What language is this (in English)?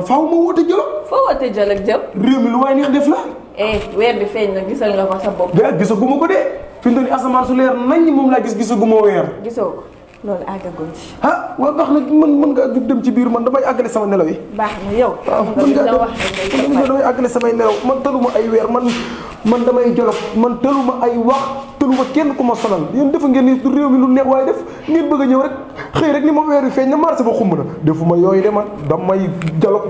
Wolof